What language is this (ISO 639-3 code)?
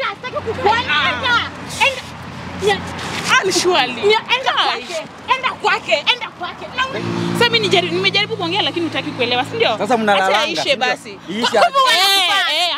swa